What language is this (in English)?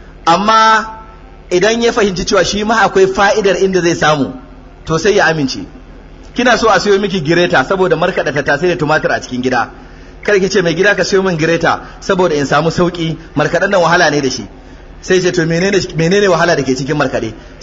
Hausa